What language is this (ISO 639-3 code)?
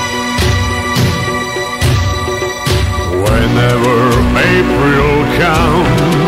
srp